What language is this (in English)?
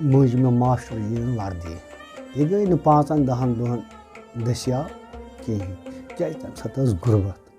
Kashmiri